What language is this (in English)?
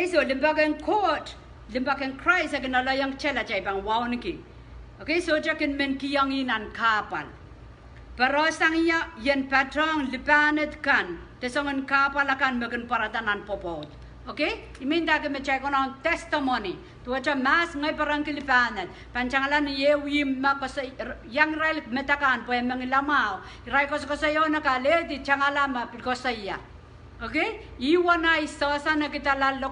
Pohnpeian